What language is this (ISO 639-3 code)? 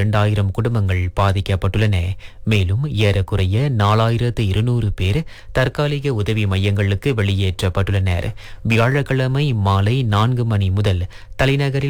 tam